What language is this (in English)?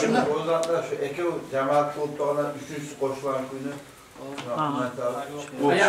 Kumyk